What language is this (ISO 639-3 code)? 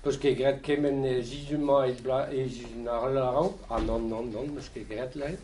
bre